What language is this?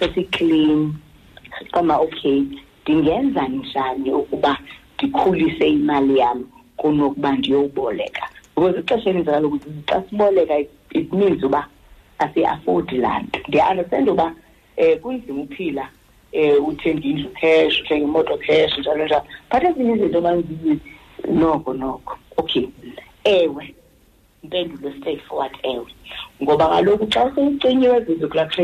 Xhosa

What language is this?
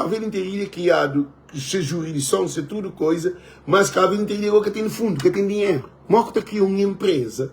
Kabuverdianu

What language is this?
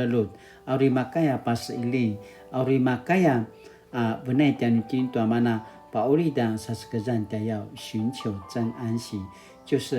Paiwan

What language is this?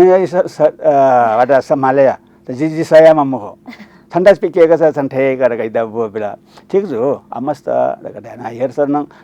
Newari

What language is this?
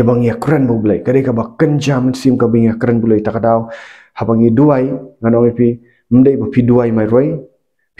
Khasi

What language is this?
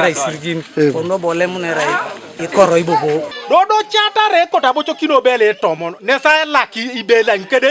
Teso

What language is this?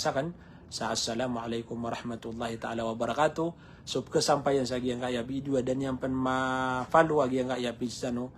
Maranao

